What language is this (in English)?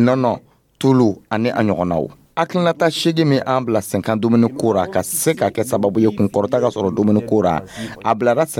Dyula